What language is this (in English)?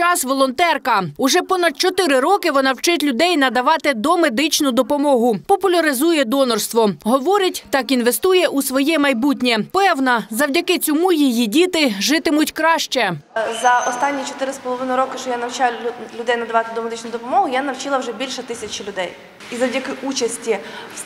Ukrainian